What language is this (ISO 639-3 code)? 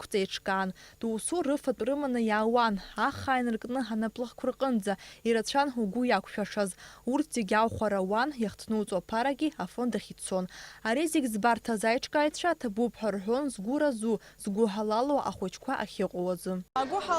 abk